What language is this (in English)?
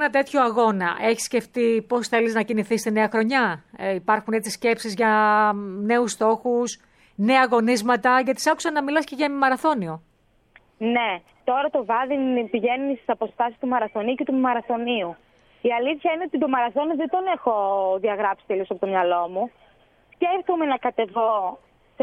Greek